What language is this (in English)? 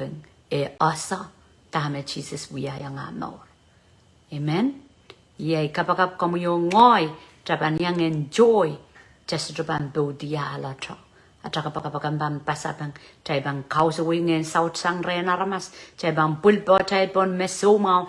Pohnpeian